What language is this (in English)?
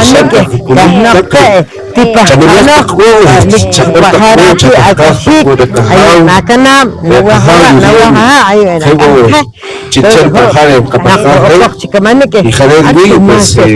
Poqomchi'